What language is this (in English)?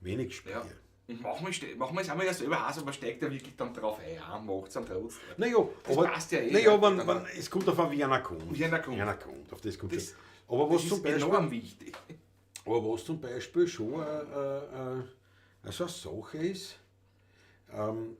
Bavarian